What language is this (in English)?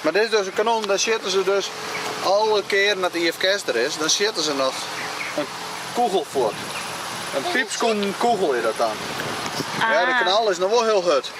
Western Frisian